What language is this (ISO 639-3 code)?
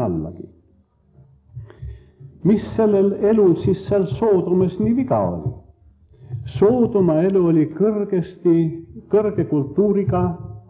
est